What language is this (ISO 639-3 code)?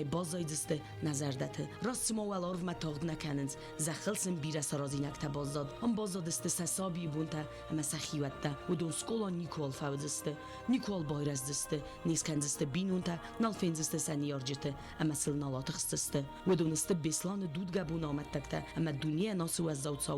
oss